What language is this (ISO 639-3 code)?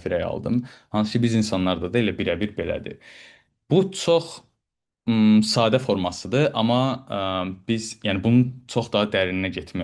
aze